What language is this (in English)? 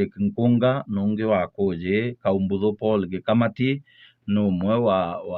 Meru